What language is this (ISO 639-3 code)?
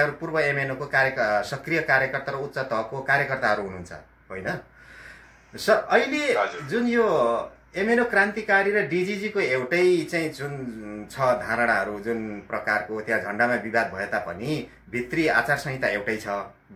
nep